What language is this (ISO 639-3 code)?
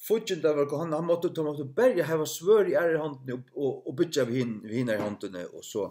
fao